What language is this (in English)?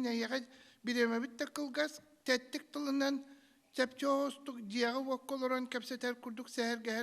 Yakut